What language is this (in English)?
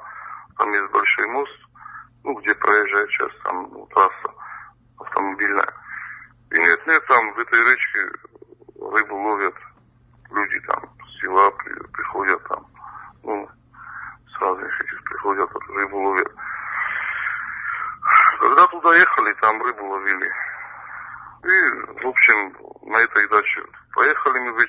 Russian